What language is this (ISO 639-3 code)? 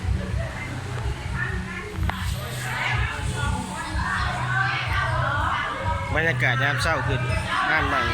lao